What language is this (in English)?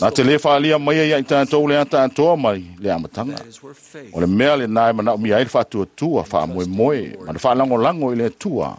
Samoan